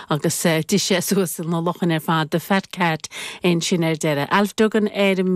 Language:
Irish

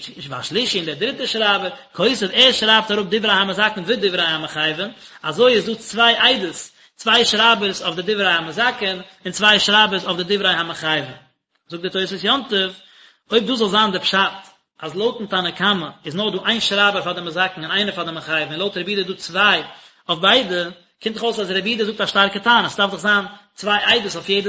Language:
Yiddish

